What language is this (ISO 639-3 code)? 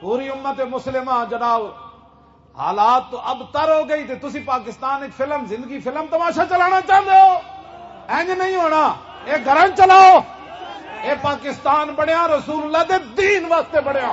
lah